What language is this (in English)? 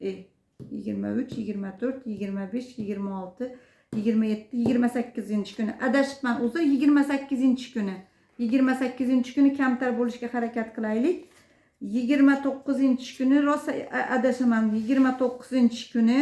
Uzbek